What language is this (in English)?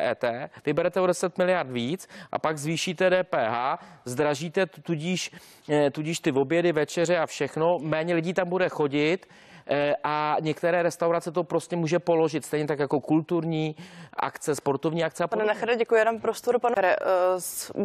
Czech